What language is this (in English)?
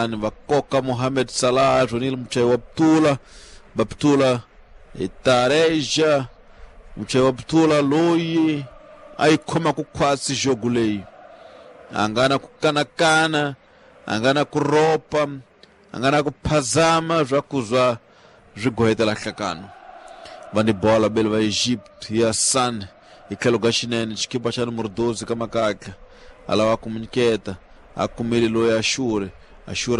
Tsonga